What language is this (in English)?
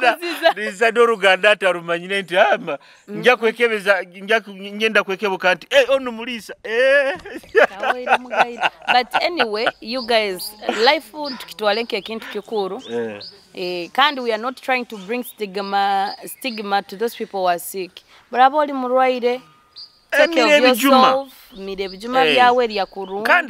Nyoro